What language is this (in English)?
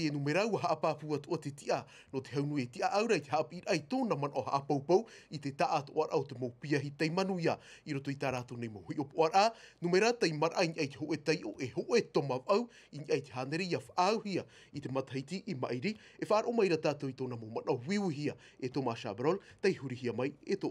Tahitian